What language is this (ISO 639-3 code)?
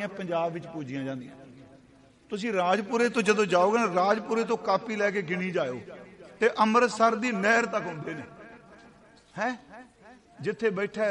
pan